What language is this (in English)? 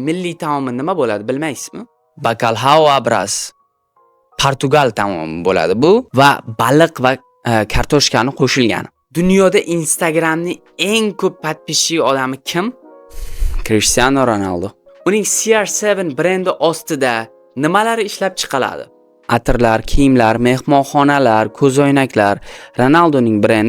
Uzbek